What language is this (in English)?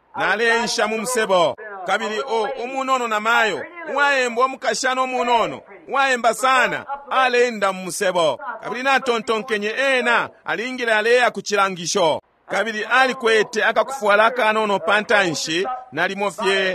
Bemba